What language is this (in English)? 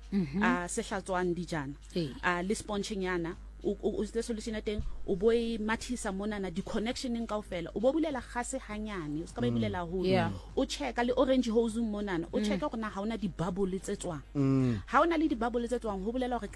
Southern Sotho